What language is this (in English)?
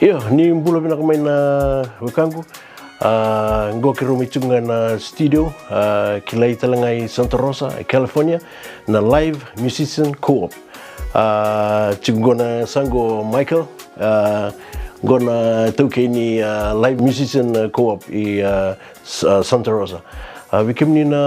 Fijian